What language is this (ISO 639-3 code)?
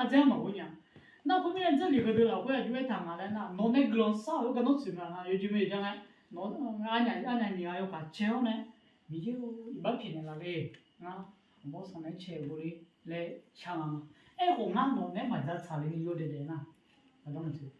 ahk